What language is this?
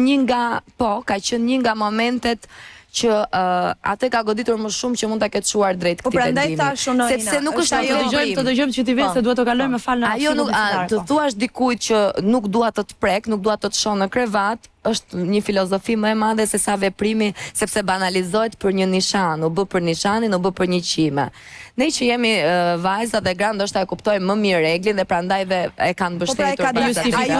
Albanian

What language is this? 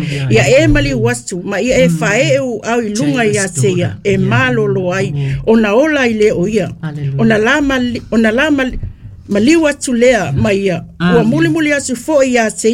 Samoan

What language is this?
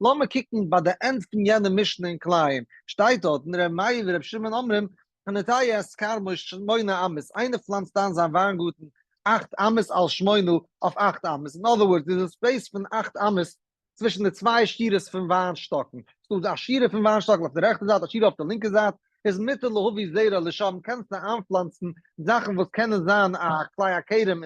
Yiddish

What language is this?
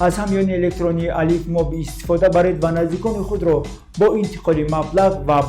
Tajik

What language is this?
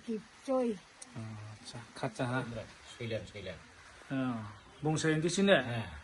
Riang (India)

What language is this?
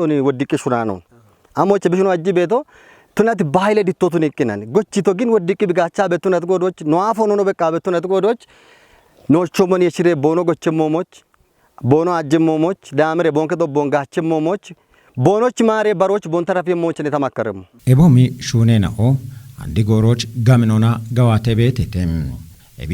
Kafa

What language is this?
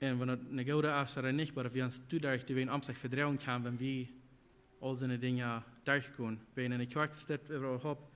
Plautdietsch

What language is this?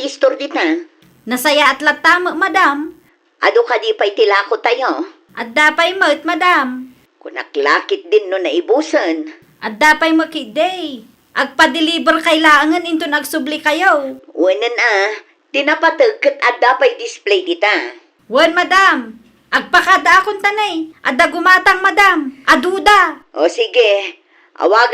Iloko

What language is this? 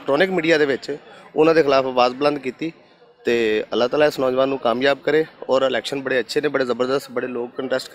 Western Panjabi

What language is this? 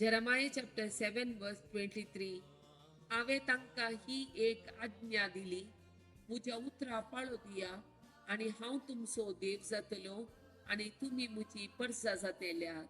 Konkani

